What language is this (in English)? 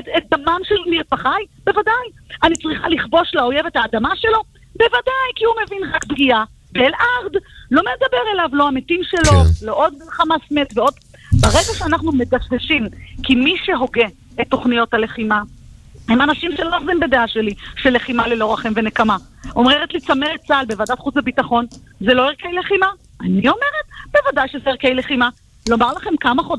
Hebrew